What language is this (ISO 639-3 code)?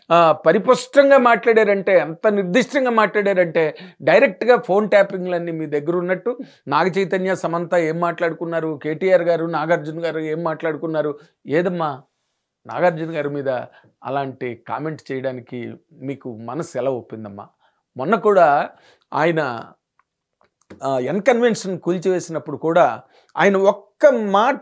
tel